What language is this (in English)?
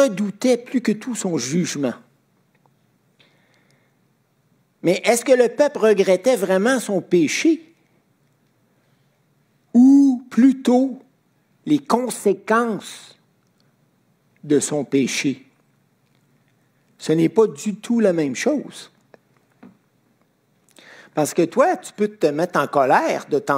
French